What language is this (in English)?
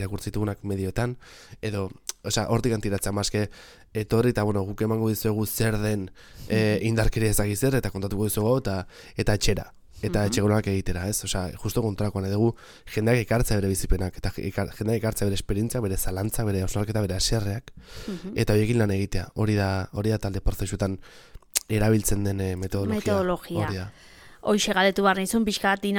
Basque